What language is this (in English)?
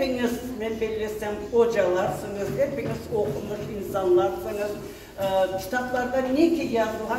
Crimean Tatar